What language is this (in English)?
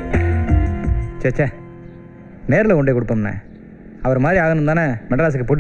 Tamil